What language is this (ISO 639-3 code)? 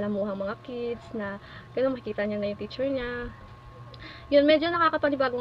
fil